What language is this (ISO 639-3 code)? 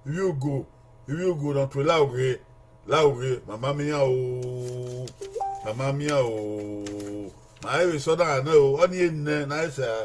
bin